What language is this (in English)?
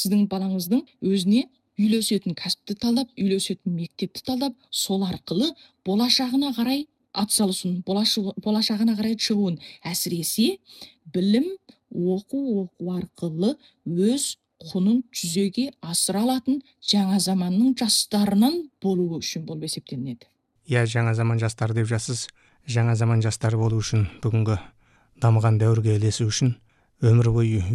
Kazakh